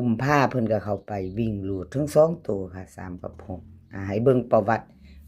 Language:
Northeastern Thai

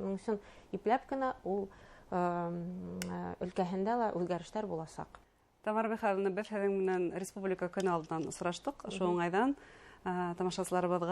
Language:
Bashkir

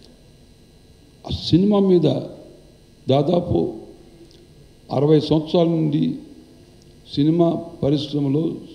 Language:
Telugu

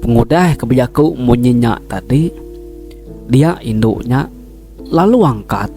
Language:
Iban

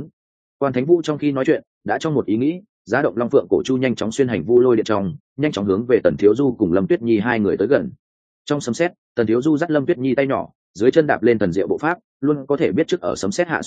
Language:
Vietnamese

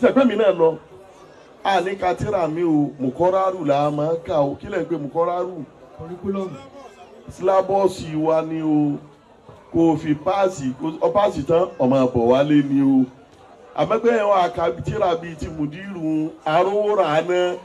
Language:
Yoruba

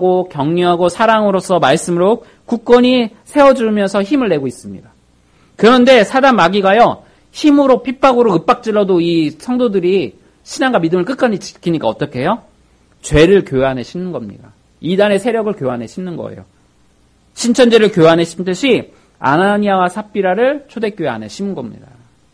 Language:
Korean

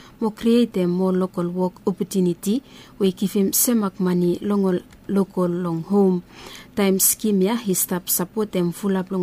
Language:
Bislama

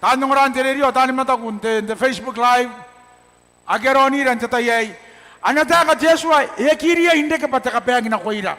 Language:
Gilbertese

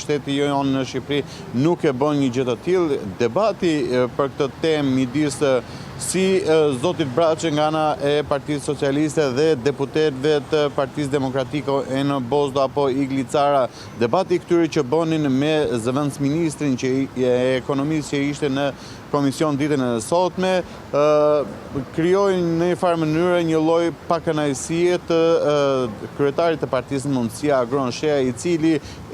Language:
Albanian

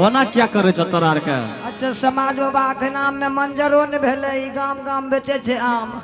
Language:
Angika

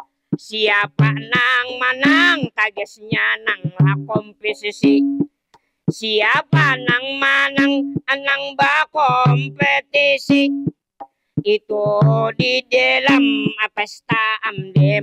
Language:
Banjar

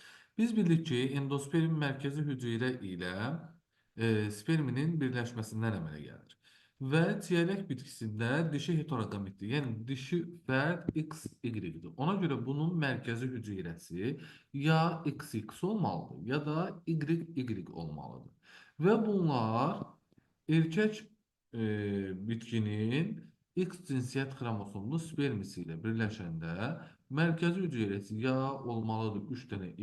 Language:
Azerbaijani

